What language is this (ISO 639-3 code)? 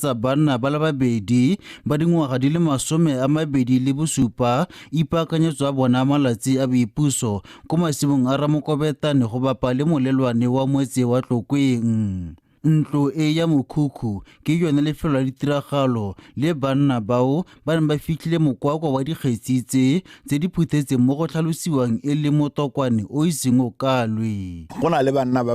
tsn